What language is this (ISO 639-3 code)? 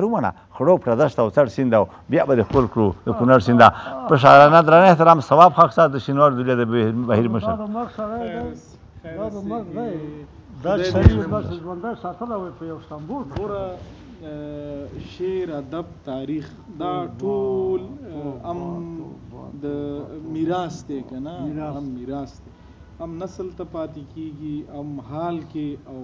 pus